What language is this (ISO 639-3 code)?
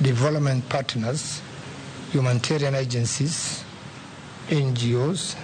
luo